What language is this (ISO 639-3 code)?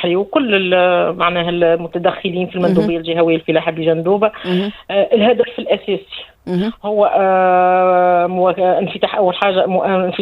aeb